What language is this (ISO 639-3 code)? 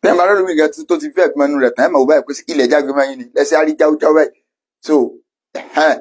yor